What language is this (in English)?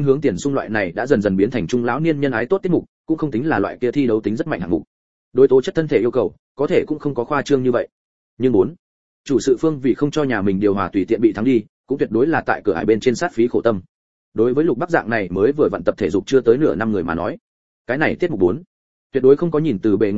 Vietnamese